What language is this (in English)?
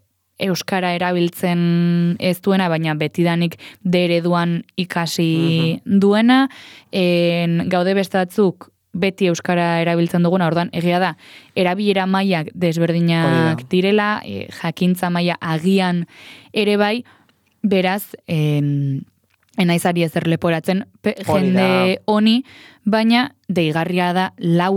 Basque